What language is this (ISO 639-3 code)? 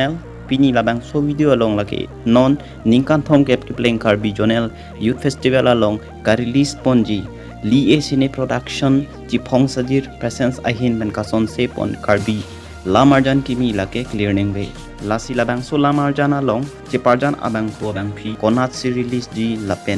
mjw